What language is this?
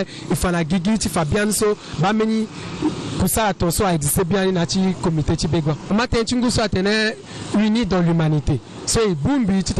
Sango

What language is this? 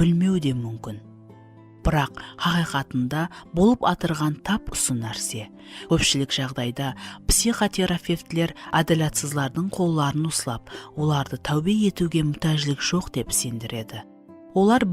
Kara-Kalpak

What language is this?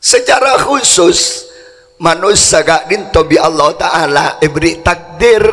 Madurese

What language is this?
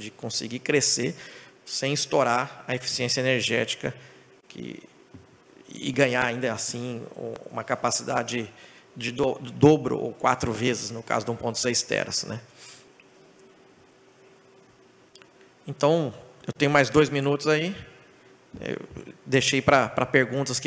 Portuguese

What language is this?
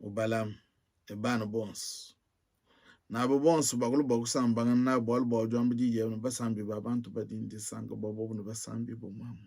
Luba-Lulua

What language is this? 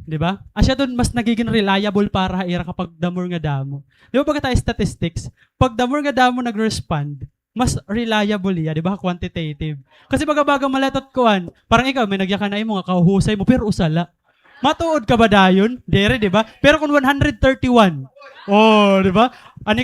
Waray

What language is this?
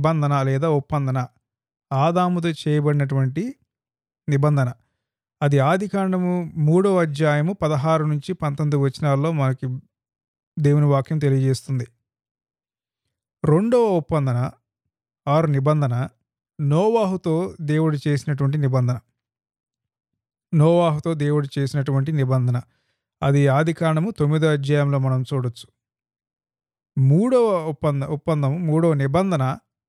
Telugu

